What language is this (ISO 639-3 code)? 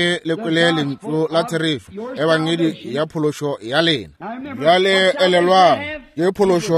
nso